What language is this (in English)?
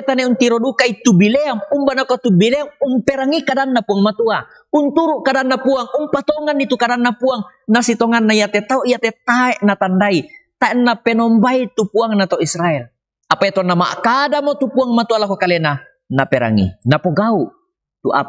Toraja-Sa'dan